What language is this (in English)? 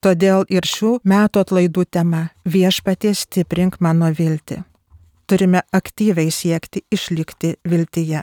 Lithuanian